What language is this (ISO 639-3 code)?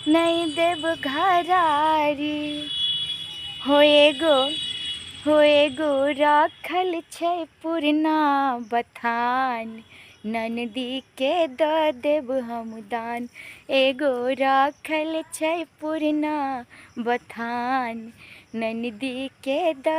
mai